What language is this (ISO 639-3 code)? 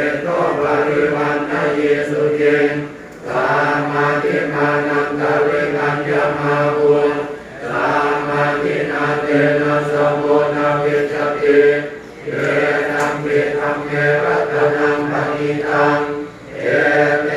pli